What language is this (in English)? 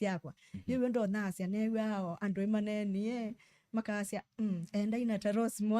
Kamba